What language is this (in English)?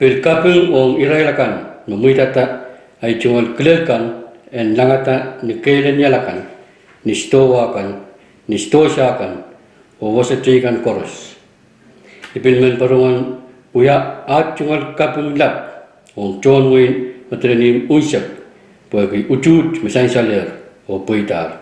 Pohnpeian